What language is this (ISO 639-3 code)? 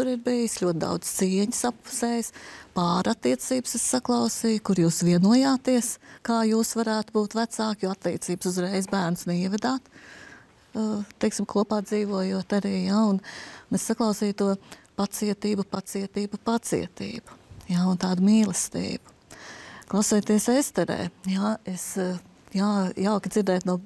lav